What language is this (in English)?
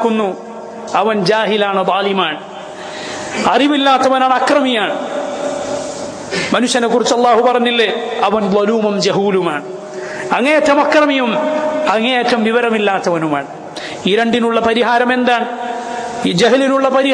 Malayalam